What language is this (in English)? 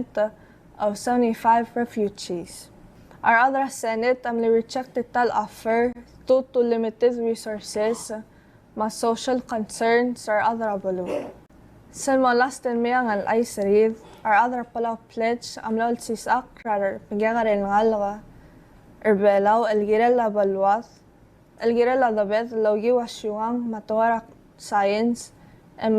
Palauan